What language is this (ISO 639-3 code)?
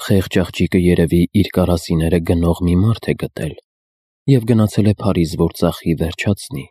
hye